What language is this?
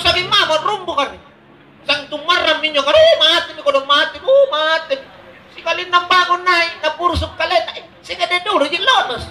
Makasar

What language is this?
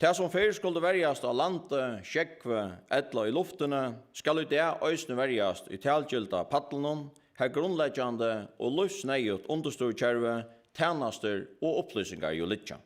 Faroese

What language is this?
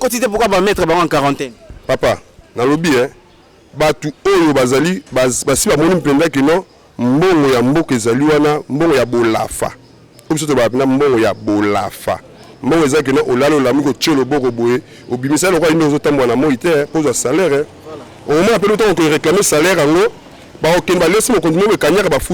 Lingala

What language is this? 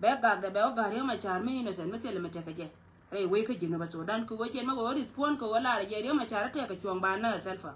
Nuer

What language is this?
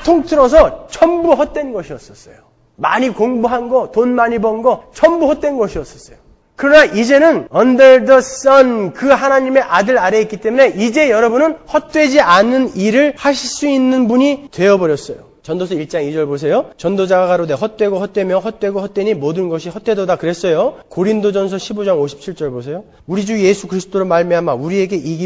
Korean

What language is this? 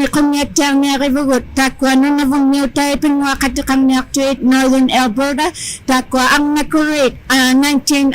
Inuktitut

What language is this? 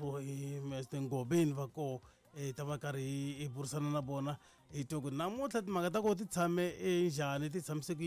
Tsonga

